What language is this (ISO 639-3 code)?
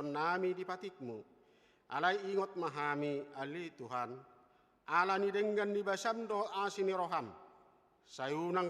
bbc